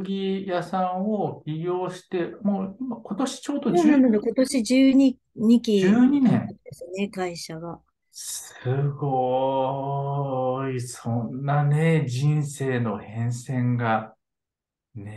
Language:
Japanese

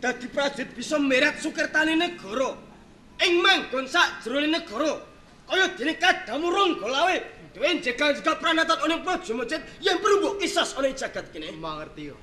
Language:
Javanese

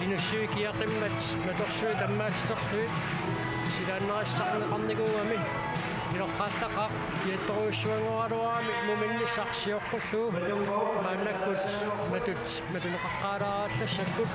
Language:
Kalaallisut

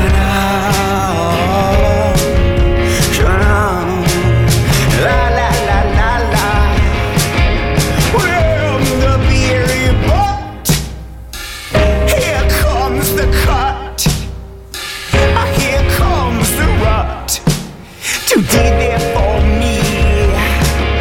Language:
English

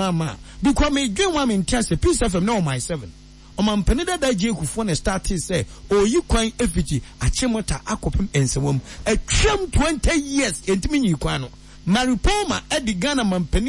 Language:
Akan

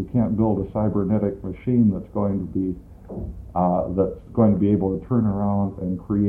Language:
English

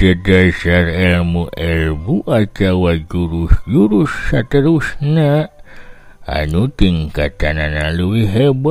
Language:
Sundanese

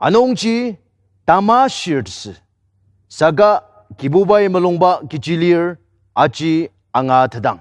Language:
Ao Naga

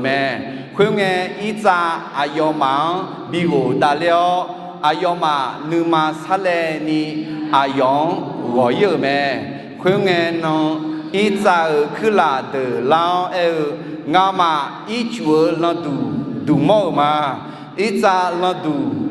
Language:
Akha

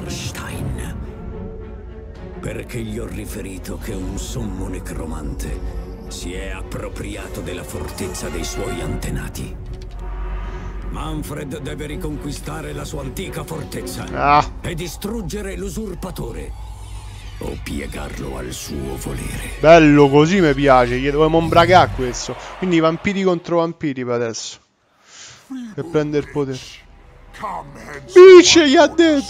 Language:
Italian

